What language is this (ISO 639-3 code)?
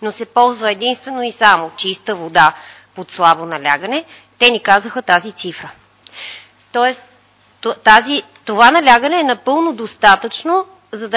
bul